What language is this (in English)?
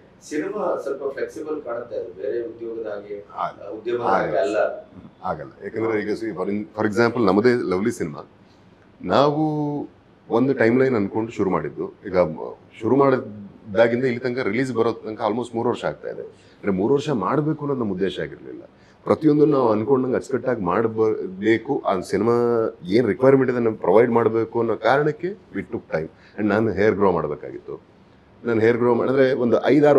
Kannada